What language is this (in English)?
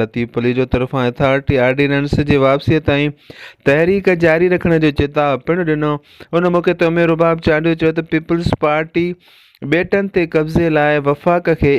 Sindhi